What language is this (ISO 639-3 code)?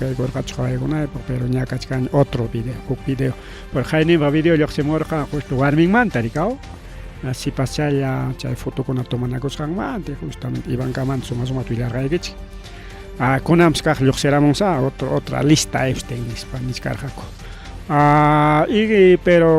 quy